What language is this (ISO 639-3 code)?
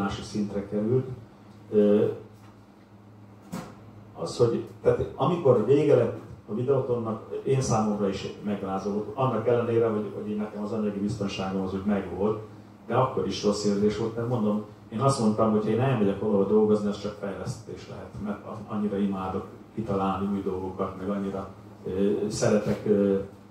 hun